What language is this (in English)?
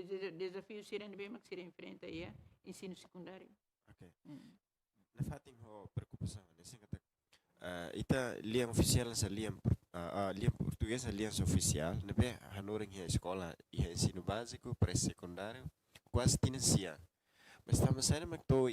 Tetum